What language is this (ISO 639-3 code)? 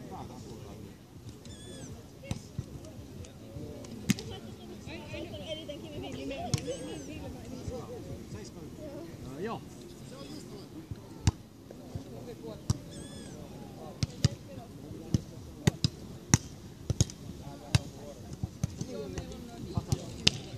fin